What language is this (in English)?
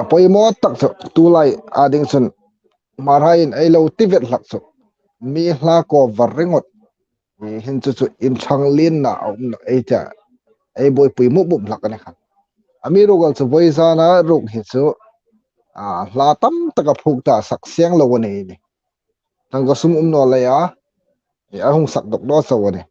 Hmar